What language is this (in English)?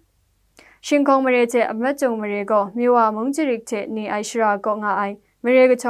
Kachin